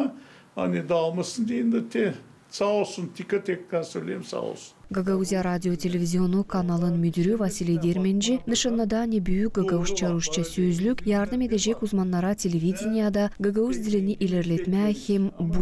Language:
Gagauz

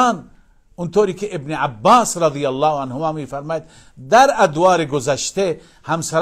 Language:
Persian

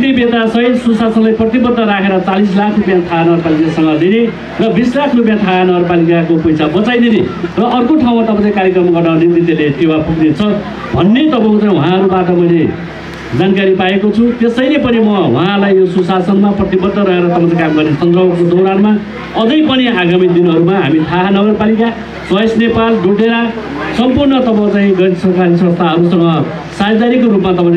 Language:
Nepali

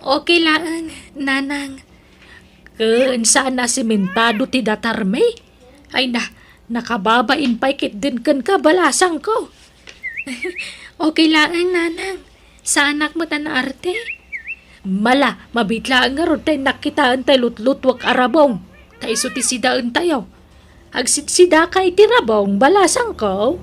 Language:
Iloko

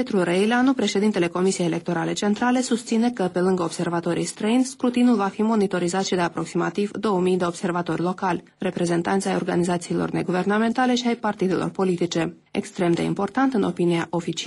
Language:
Romanian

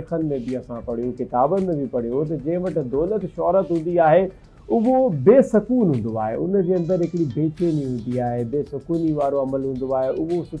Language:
Sindhi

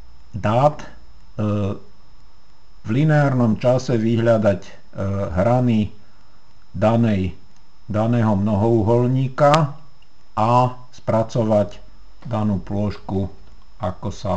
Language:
Slovak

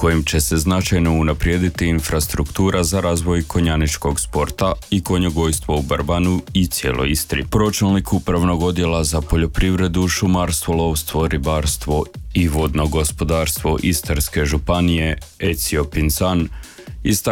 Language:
Croatian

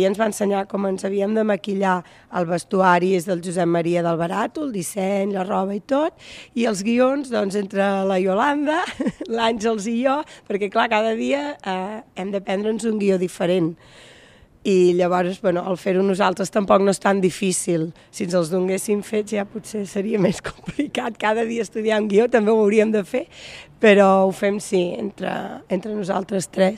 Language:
Catalan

